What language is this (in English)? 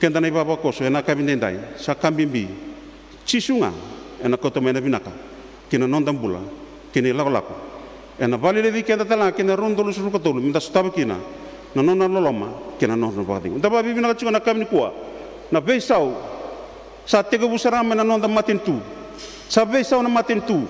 Fijian